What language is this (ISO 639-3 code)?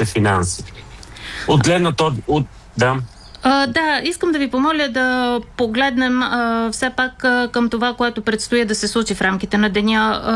bul